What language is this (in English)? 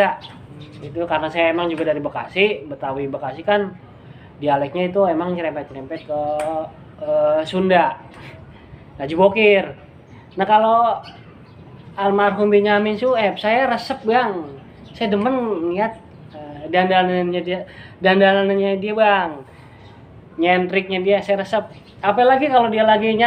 Betawi